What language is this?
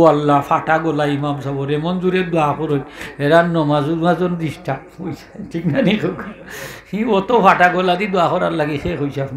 Sylheti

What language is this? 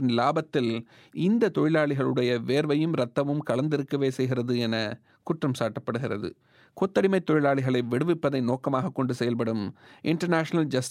Tamil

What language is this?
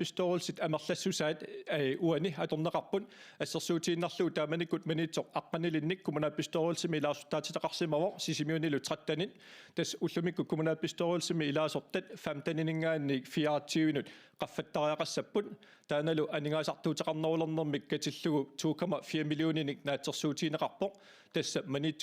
Kalaallisut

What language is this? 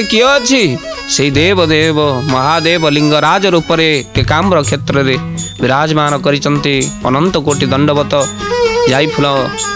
Odia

